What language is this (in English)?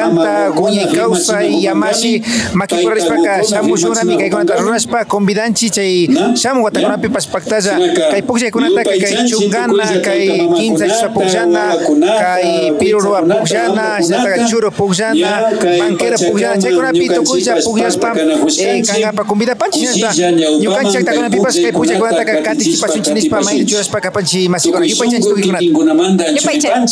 Imbabura Highland Quichua